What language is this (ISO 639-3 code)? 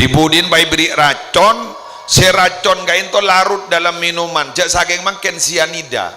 mad